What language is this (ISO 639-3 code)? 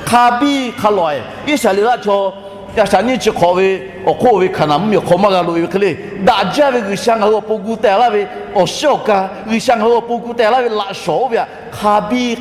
lhu